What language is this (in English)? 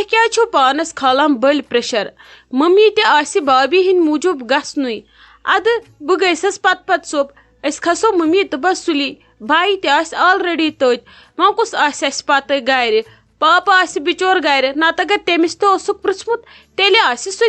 Kashmiri